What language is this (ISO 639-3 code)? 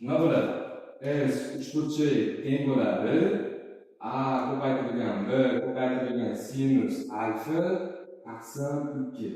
uzb